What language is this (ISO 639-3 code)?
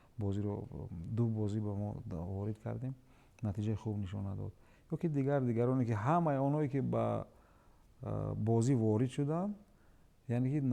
tgk